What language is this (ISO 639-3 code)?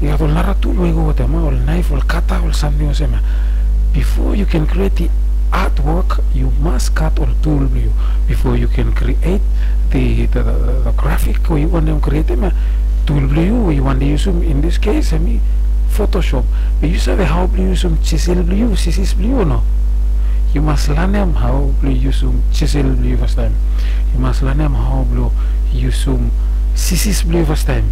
bis